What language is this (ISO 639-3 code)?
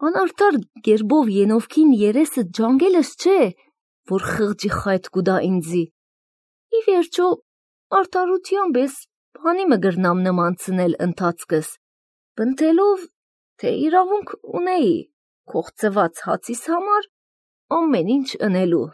hye